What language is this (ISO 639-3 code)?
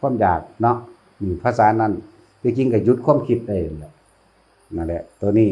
tts